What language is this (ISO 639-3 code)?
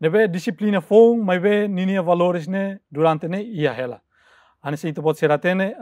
tet